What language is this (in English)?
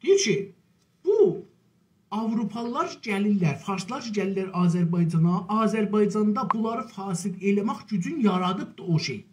South Azerbaijani